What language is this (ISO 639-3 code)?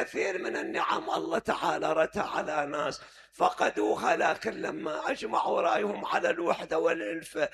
acm